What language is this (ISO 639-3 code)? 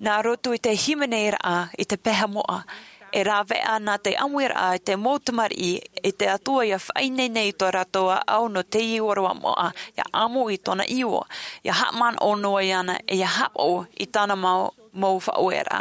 tah